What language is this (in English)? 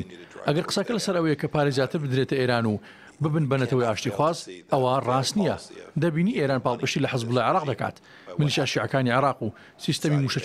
Central Kurdish